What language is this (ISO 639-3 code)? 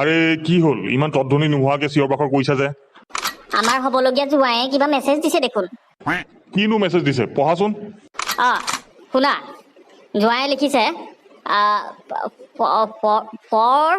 asm